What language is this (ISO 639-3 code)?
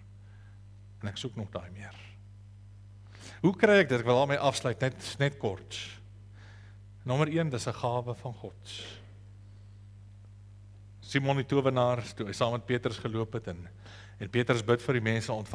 afr